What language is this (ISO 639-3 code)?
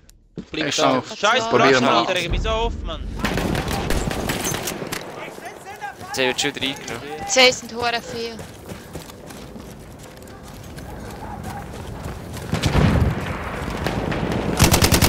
deu